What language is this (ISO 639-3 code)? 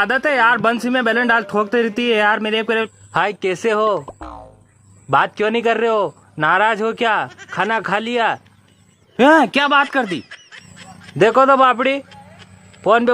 raj